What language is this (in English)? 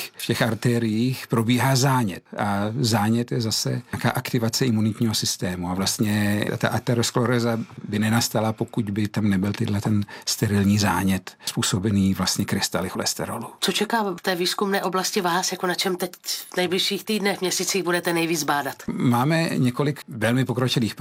Czech